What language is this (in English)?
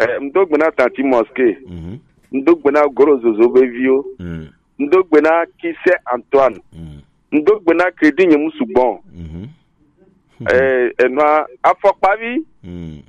Gen